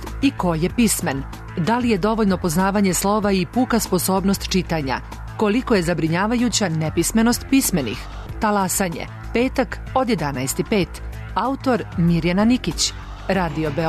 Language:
Serbian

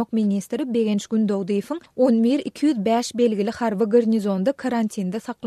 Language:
Turkmen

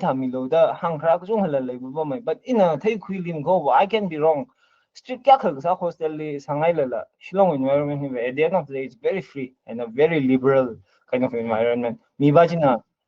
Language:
Tangkhul Naga (India)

